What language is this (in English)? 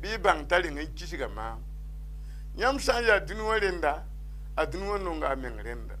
Mossi